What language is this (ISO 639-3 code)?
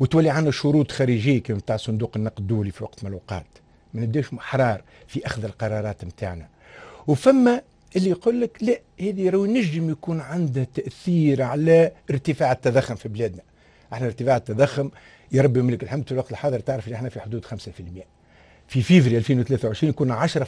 aeb